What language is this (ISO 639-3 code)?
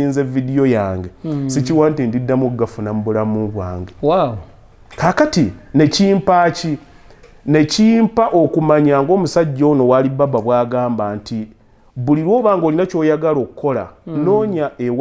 lug